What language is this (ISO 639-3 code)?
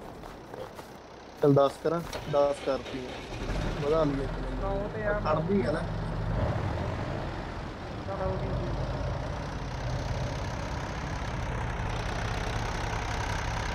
pan